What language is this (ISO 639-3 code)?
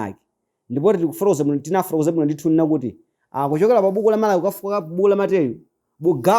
nya